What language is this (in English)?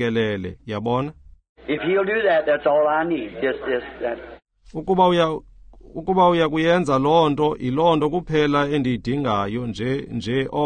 Xhosa